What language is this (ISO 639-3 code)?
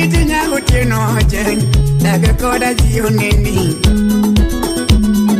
luo